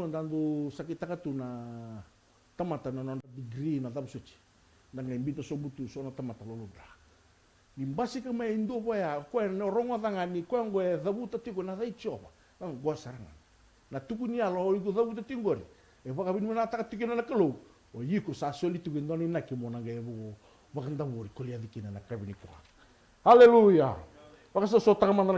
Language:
Fijian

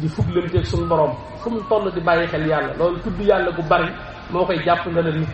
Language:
Wolof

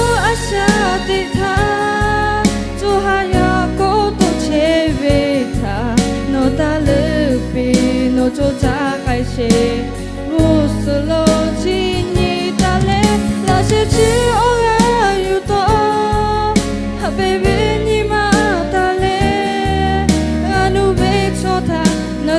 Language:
Lahu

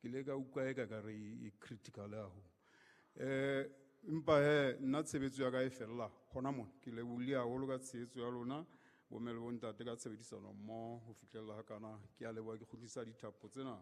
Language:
Southern Sotho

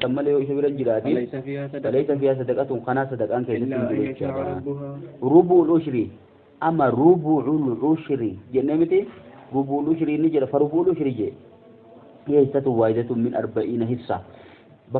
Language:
Oromo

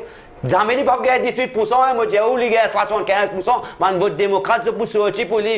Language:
Morisyen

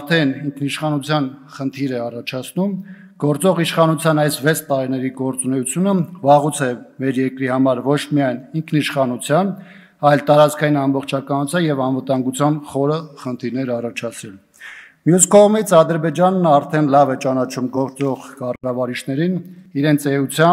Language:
Armenian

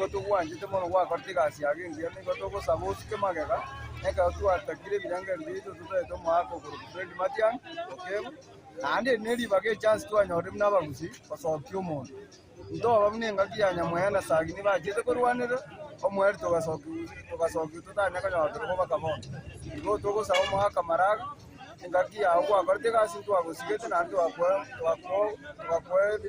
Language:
Gusii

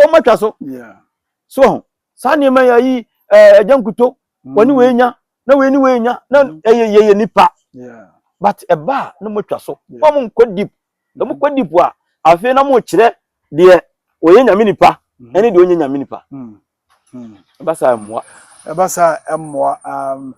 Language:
Akan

